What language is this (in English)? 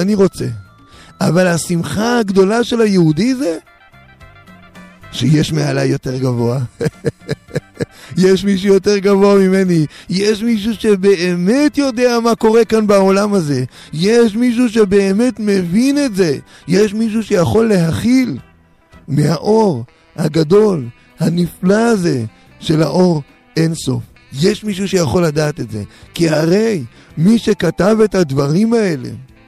Hebrew